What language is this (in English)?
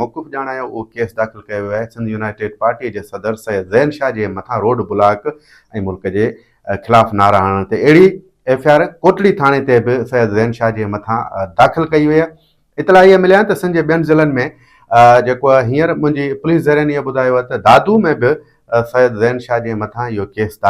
Sindhi